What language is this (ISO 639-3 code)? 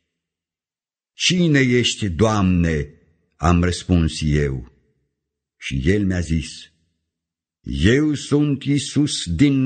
ron